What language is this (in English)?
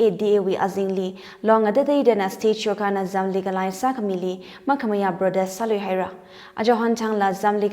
Tangkhul Naga (India)